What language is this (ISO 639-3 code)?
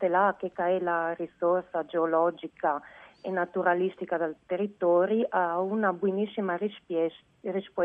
fur